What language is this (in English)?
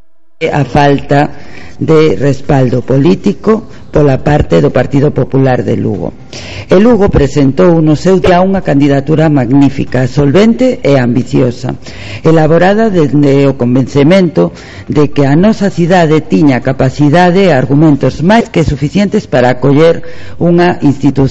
Galician